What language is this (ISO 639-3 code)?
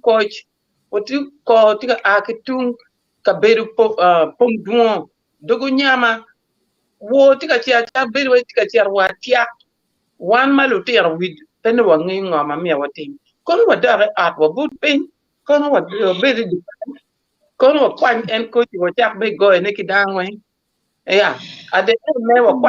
ach